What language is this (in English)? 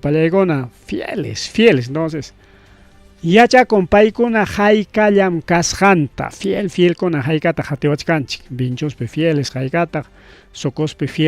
Ayacucho Quechua